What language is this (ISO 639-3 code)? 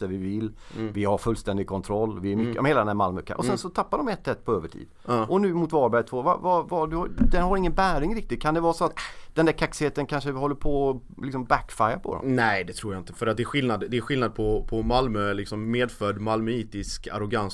swe